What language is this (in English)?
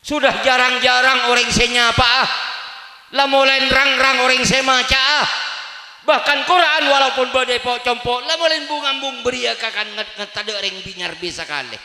Madurese